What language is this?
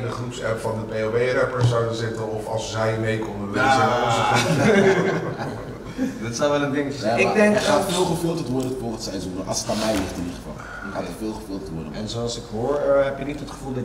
Dutch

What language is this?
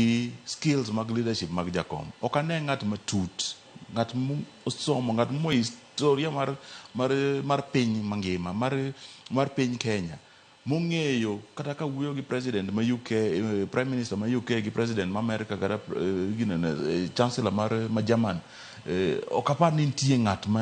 Luo (Kenya and Tanzania)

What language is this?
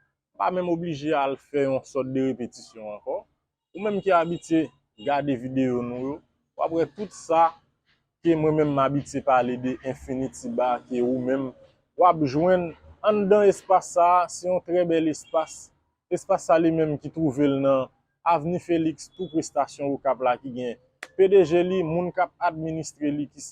Haitian Creole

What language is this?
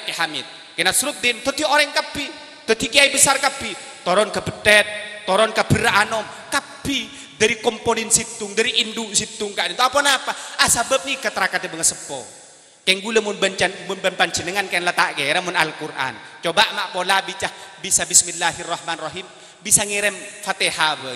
Madurese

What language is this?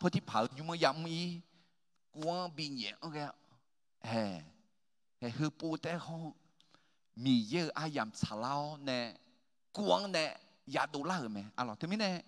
Akha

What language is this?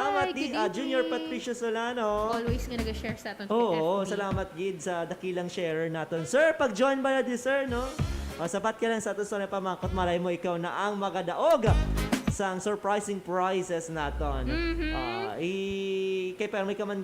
Hiligaynon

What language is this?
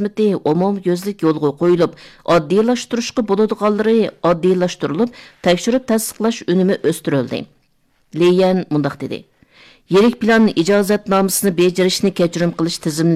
Uyghur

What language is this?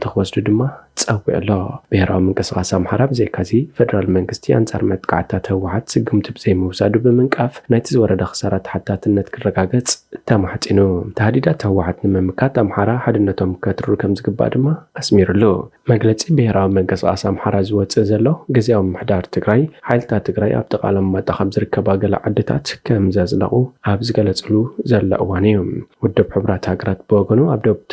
Tigrinya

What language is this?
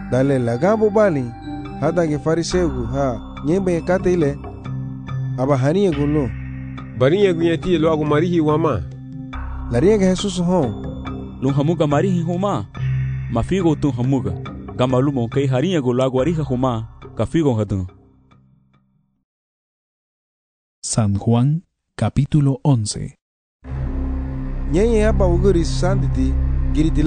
Garifuna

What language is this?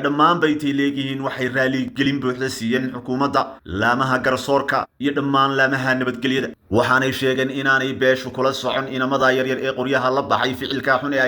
Somali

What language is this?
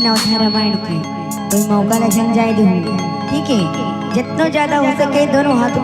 Chhattisgarhi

